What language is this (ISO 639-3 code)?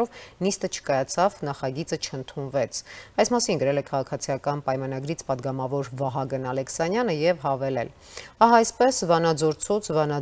hye